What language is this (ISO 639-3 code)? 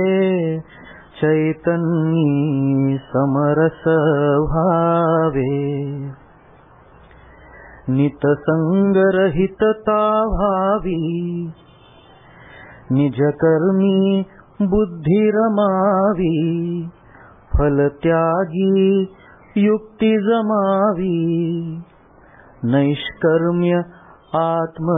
mar